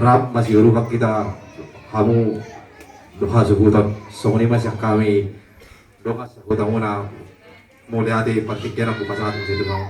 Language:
Batak Toba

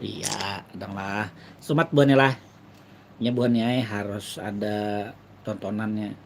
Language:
Banjar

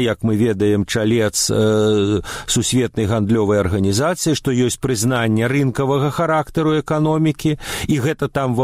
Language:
Belarusian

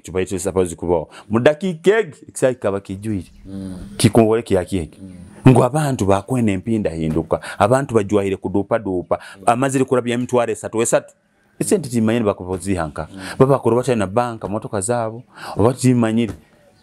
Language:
Nyoro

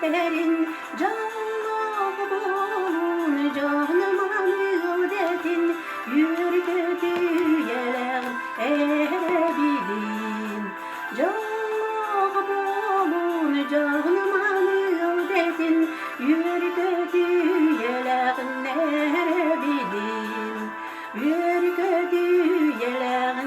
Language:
Yakut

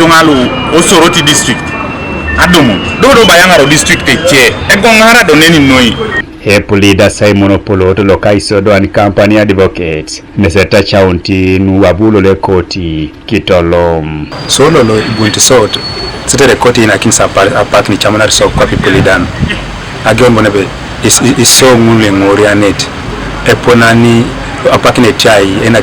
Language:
Teso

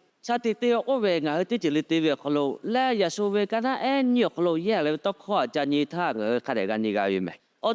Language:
Lahu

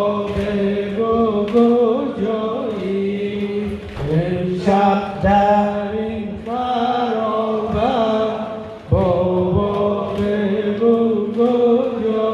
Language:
Persian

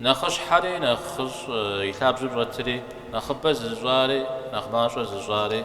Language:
Kabardian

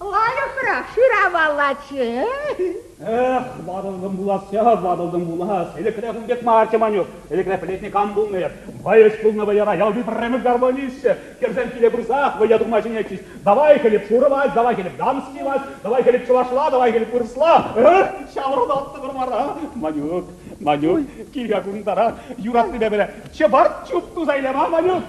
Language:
Chuvash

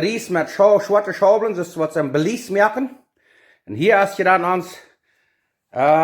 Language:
Plautdietsch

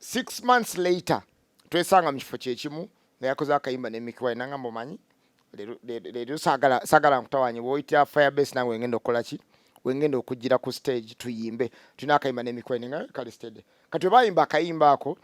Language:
Ganda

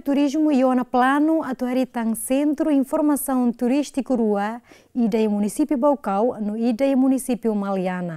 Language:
Tetum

